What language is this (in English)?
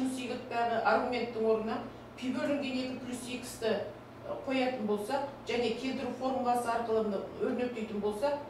Kazakh